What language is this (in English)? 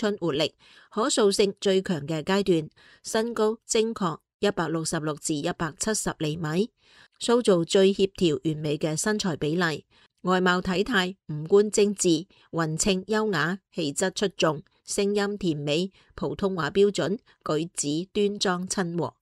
Cantonese